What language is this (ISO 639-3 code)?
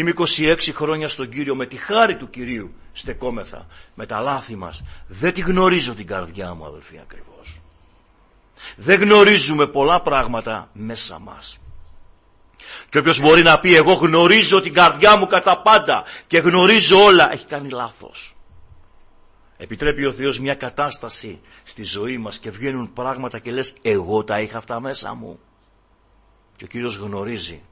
ell